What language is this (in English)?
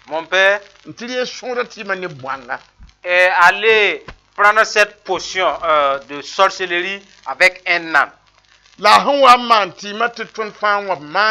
Mossi